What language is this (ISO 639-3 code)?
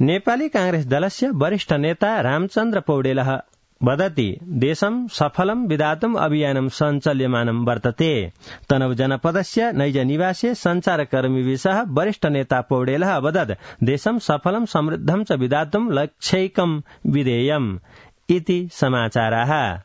san